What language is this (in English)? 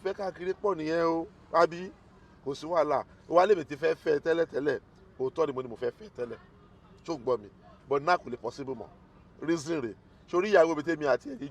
Yoruba